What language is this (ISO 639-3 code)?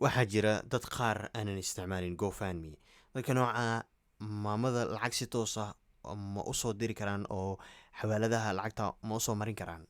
som